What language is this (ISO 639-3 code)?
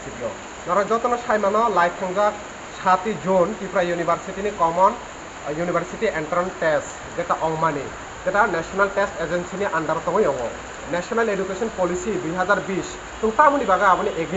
trp